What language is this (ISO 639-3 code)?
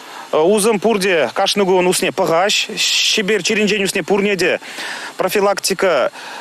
chv